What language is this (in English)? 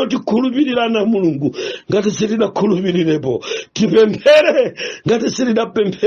Nyanja